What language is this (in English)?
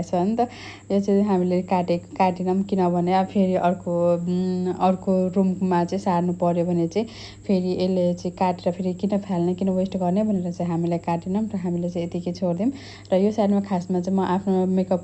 Nepali